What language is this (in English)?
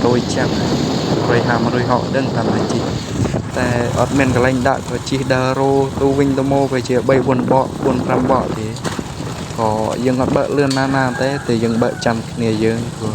Khmer